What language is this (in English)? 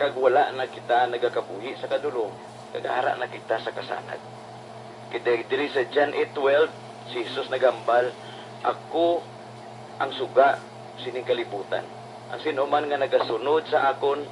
Hiligaynon